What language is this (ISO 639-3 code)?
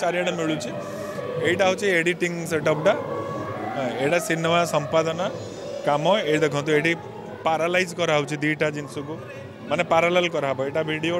ori